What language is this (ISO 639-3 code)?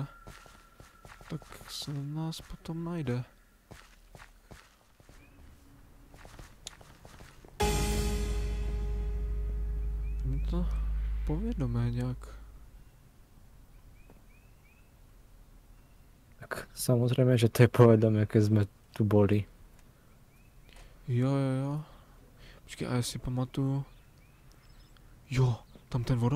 ces